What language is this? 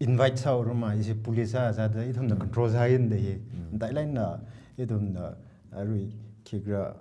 Tangkhul Naga (India)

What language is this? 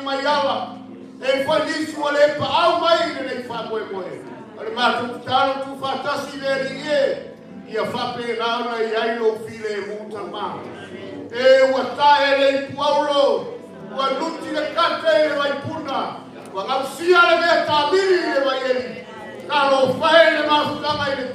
Samoan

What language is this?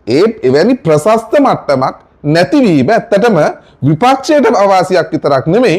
Sinhala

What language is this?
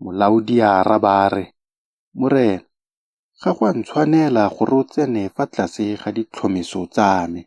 Tswana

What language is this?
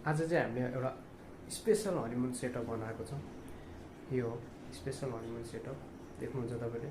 Nepali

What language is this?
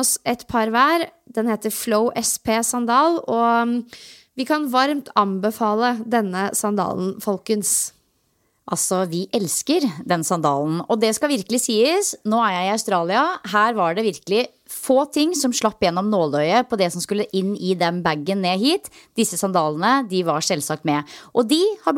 Norwegian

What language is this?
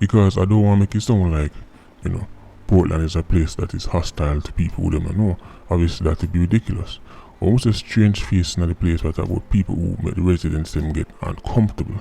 Jamaican Creole English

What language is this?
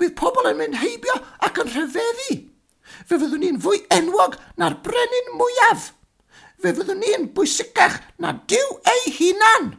Welsh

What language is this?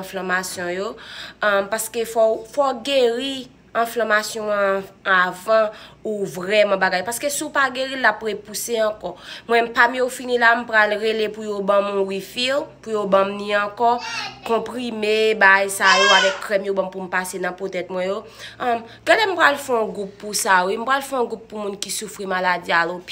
Haitian Creole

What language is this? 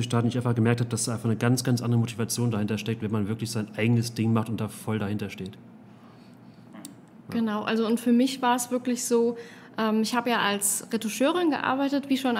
German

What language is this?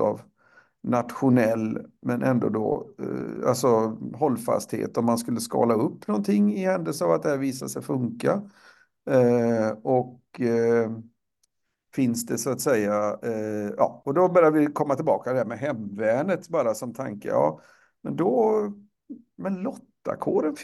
Swedish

